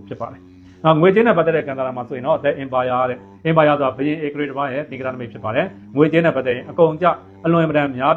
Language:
Burmese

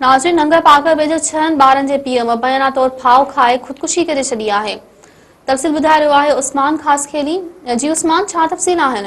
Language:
Sindhi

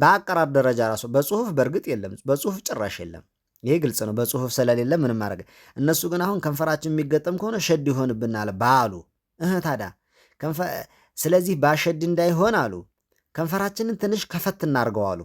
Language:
Amharic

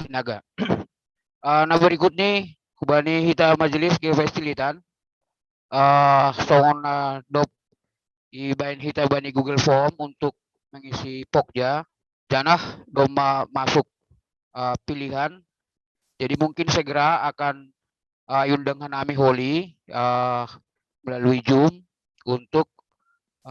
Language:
Batak Simalungun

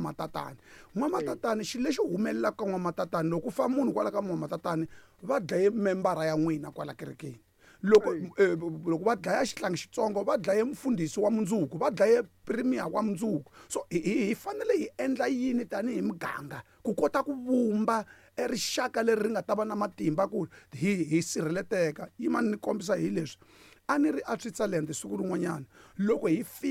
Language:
Tsonga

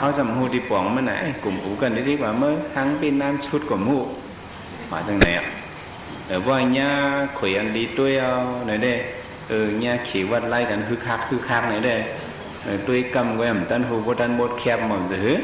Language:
Shan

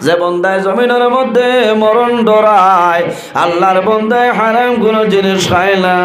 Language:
Sylheti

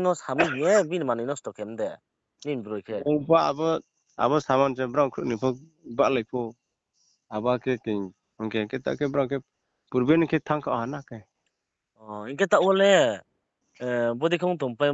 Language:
Riang (India)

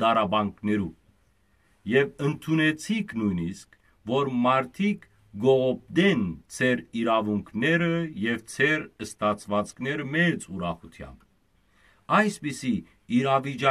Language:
Western Armenian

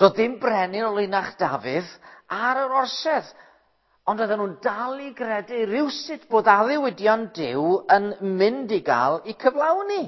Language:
Welsh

